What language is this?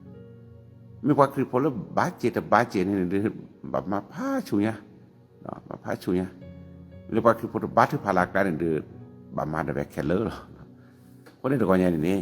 S'gaw Karen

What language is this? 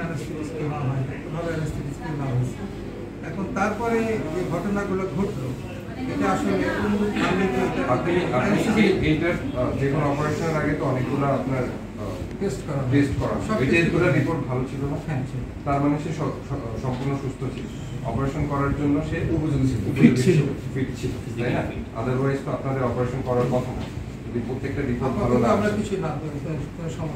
Bangla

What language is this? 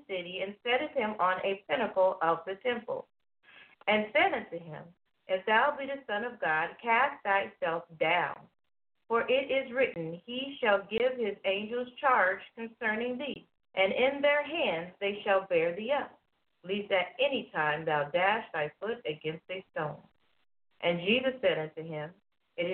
English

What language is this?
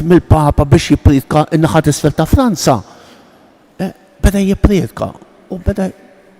Maltese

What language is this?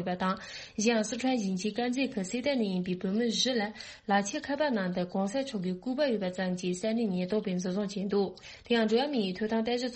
Tibetan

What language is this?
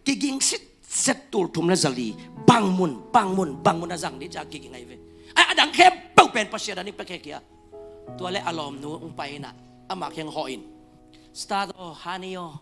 Tedim Chin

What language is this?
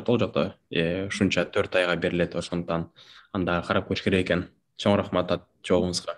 Kyrgyz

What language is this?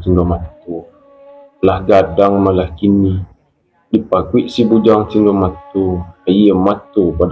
Minangkabau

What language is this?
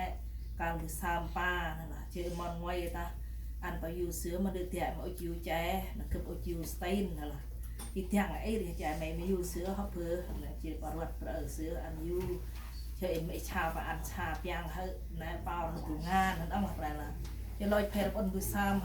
Central Mnong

